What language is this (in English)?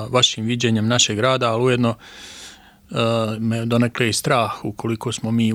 Bosnian